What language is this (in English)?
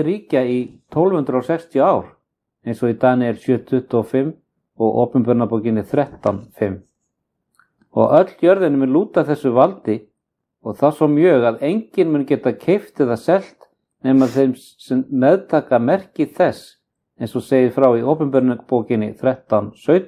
Icelandic